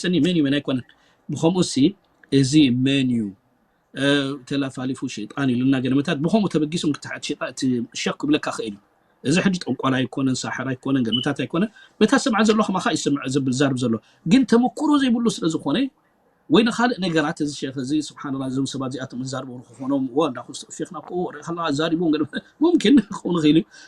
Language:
Tigrinya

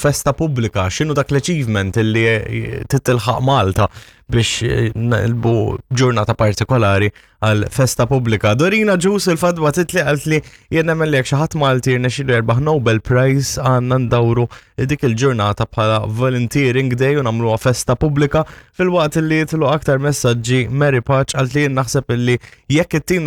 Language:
Maltese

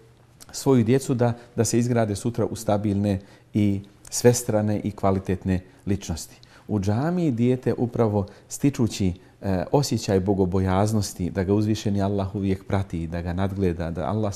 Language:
Bosnian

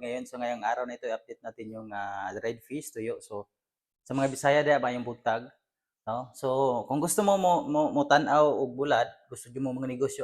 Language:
Cebuano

